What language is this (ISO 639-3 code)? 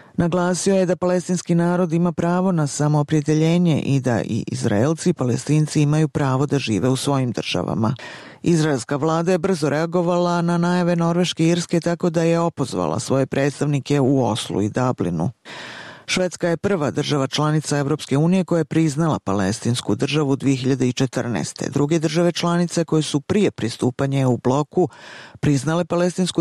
bos